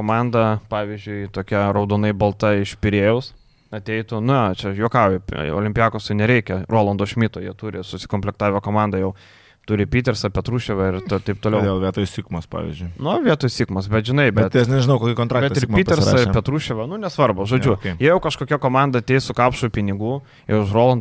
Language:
Lithuanian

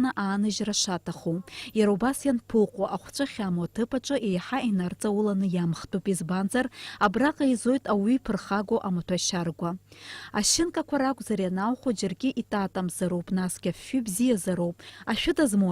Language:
Abkhazian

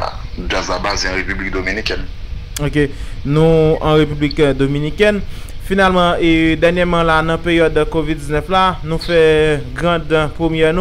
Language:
Haitian Creole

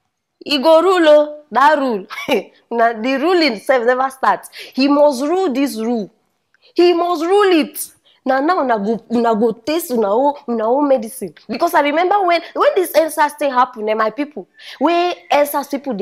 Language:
Nigerian Pidgin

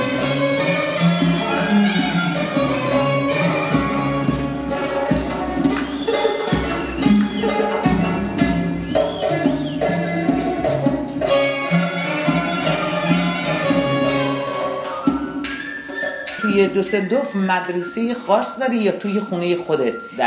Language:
Persian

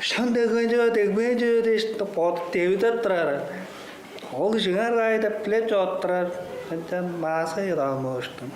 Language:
Tuvinian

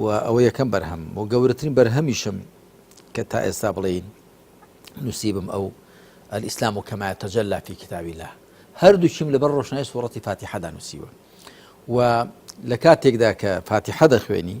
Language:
Central Kurdish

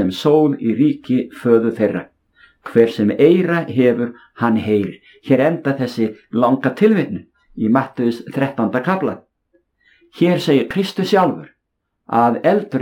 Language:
Icelandic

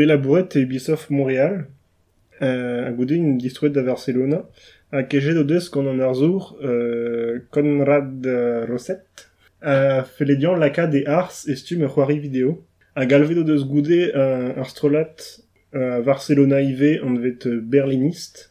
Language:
Breton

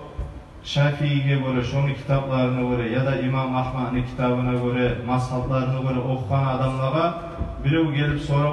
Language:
Kumyk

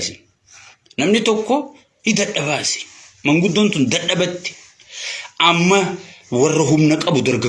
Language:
Oromo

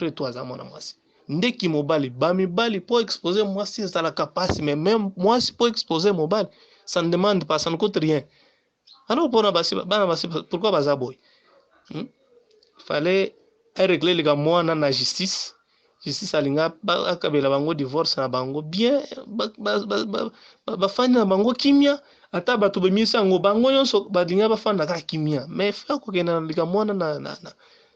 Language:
Lingala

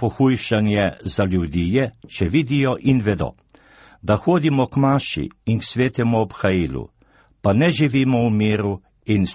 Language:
Slovenian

